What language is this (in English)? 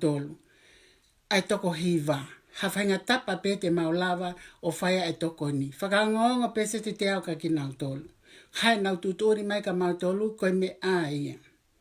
Tongan